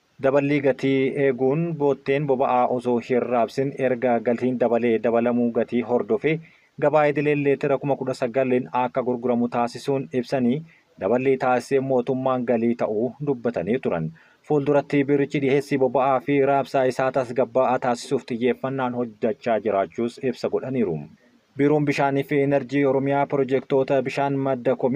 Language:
Oromo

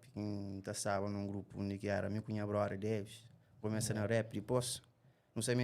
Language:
Kabuverdianu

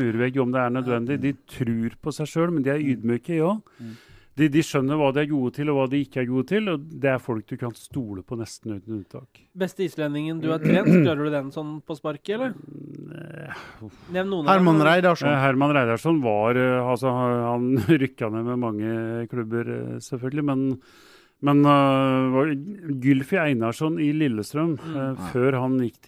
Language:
Norwegian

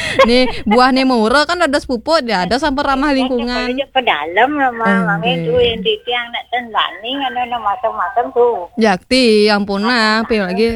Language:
Balinese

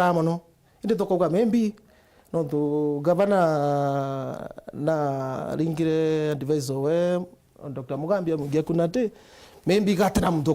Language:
Meru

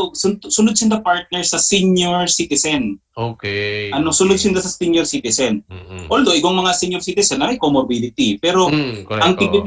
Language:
Bikol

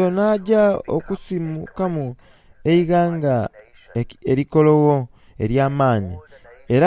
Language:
Soga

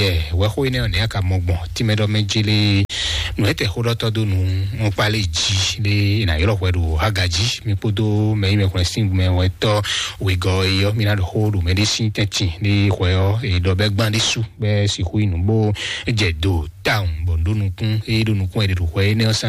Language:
Fon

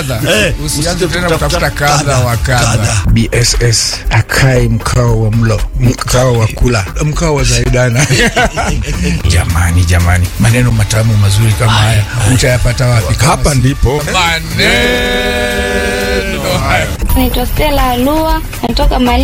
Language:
Swahili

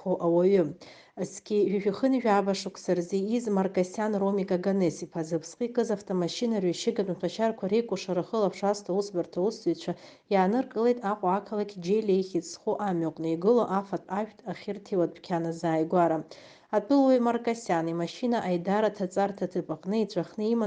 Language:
Abkhazian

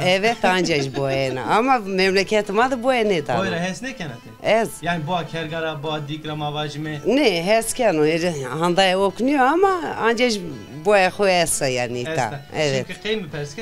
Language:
Zaza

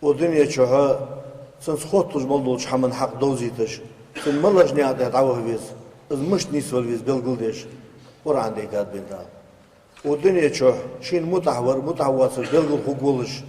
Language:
Ingush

